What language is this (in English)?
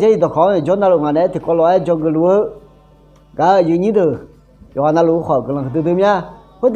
Akha